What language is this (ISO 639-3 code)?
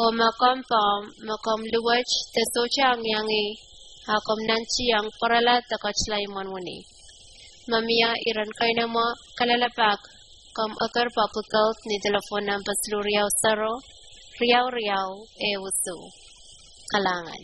pon